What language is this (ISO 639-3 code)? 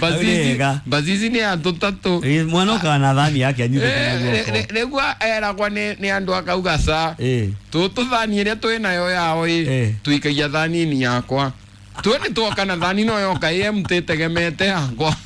kik